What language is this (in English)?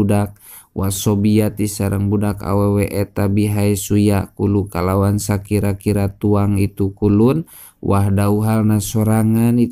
Sundanese